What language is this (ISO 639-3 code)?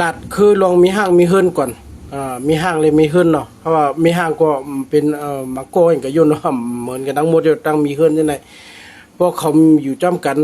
shn